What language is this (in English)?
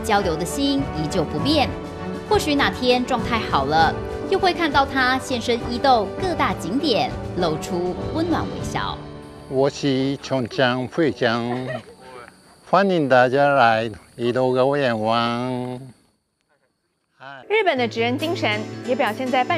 Chinese